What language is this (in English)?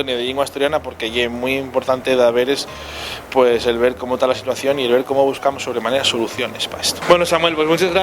Asturian